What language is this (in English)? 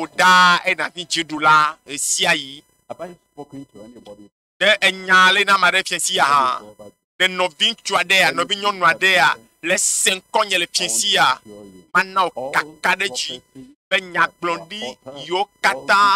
Ewe